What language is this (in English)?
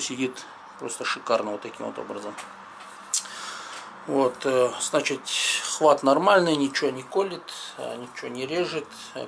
Russian